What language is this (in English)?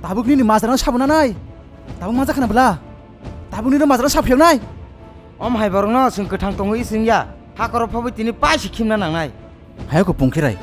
Kok Borok